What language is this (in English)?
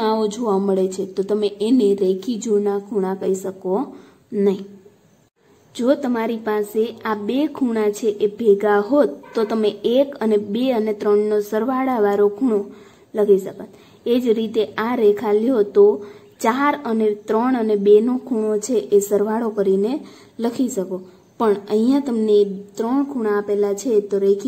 Gujarati